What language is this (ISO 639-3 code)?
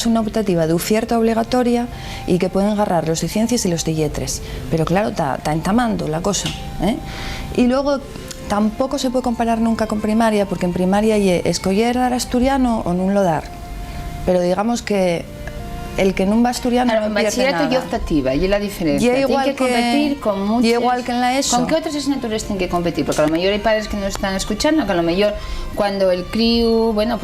ast